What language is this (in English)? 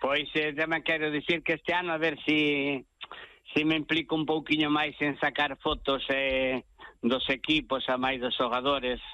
Galician